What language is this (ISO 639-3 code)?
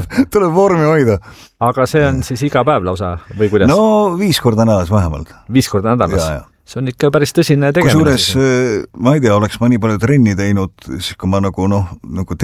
est